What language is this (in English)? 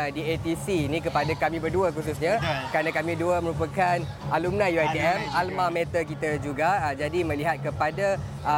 Malay